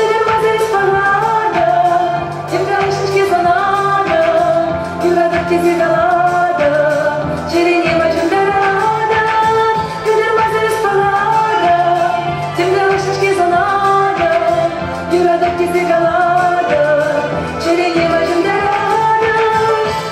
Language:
Chuvash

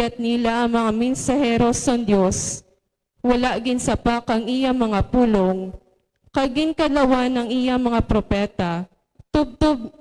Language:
Hiligaynon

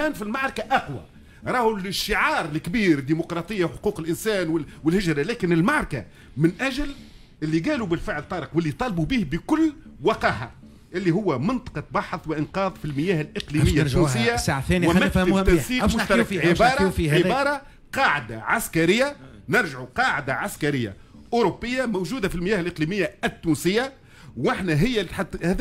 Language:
Tunisian Arabic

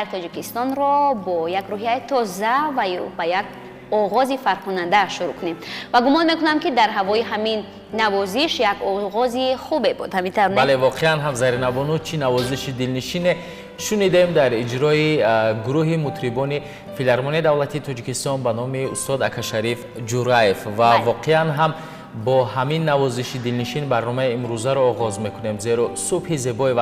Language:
Tajik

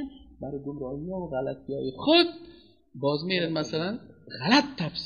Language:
Persian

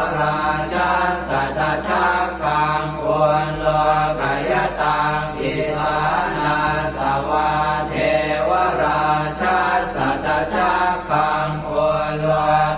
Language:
Pali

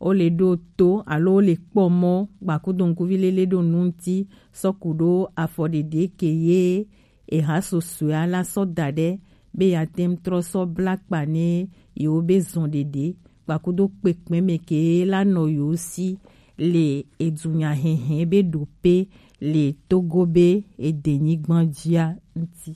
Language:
Gen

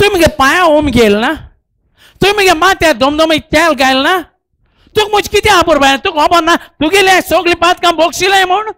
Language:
Konkani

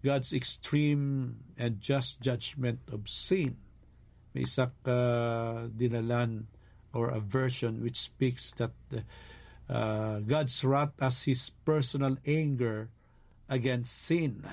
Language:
Hiligaynon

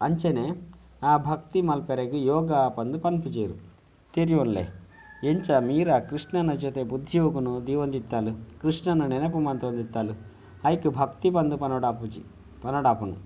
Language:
Tulu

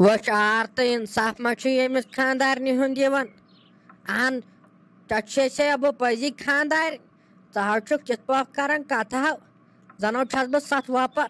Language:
Kashmiri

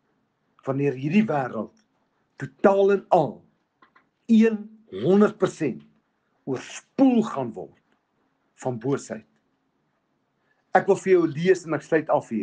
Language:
Afrikaans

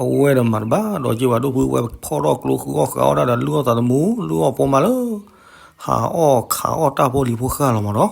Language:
S'gaw Karen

